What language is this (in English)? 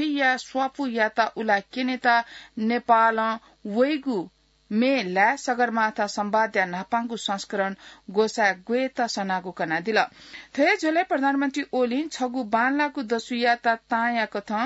Newari